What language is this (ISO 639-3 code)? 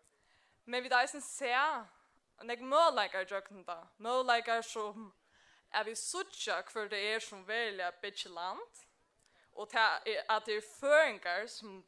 fao